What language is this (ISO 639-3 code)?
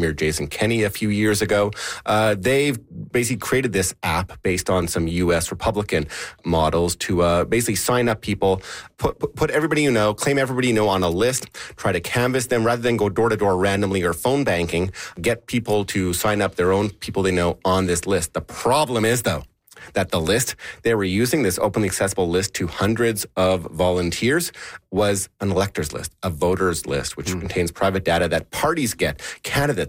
eng